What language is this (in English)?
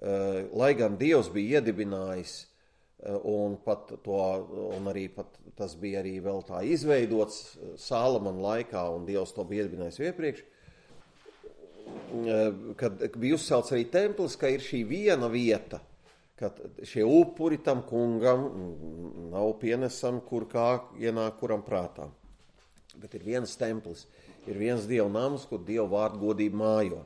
Latvian